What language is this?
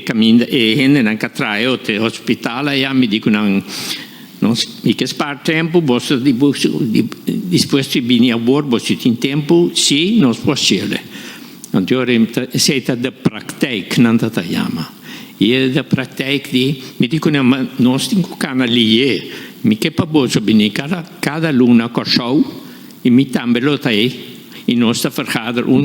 Papiamento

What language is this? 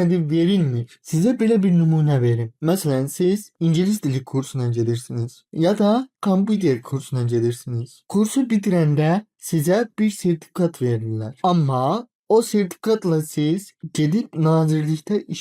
Azerbaijani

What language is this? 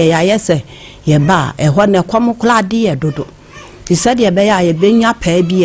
Akan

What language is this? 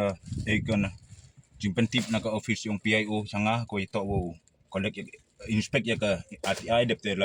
Khasi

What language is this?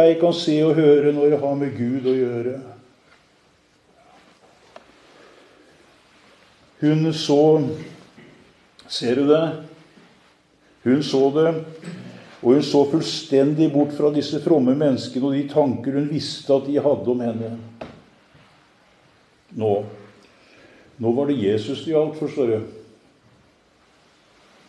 Norwegian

